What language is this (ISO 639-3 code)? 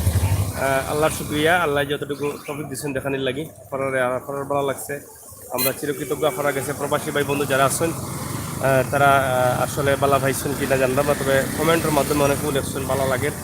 syl